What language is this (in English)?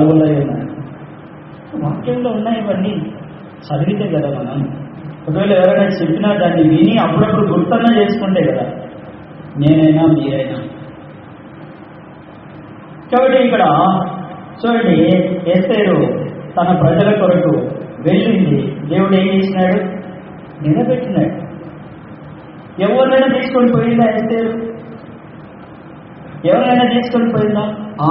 Telugu